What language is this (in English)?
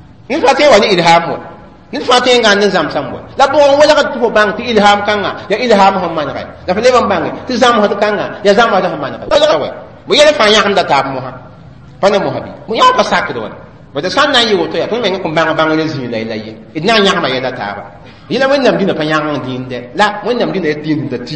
Mossi